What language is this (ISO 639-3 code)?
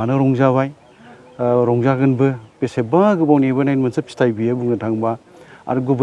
brx